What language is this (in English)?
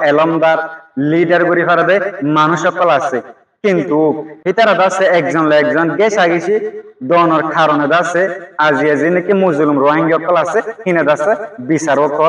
Rohingya